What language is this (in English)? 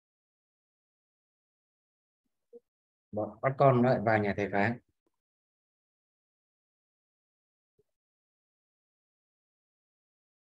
Vietnamese